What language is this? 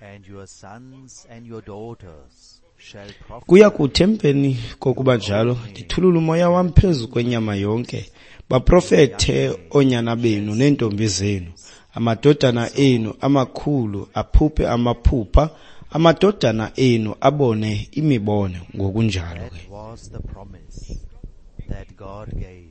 Xhosa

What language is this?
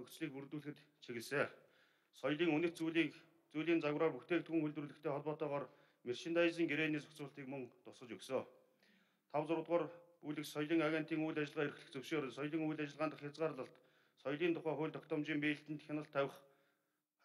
Mongolian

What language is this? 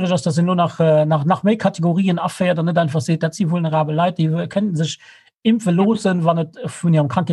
Luxembourgish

